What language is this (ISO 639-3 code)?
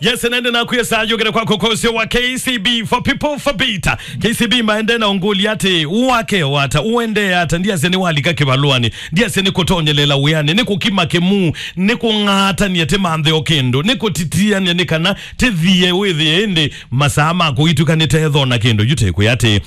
kam